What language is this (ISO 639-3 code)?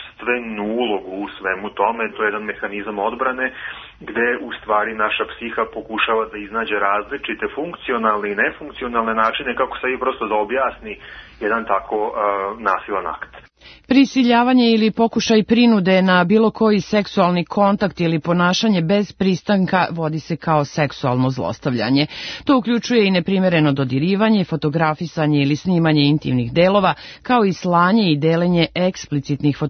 srp